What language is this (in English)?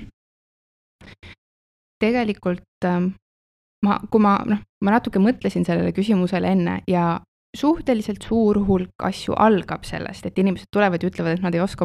Estonian